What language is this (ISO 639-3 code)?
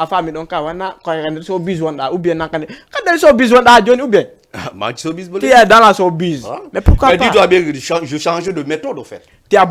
ful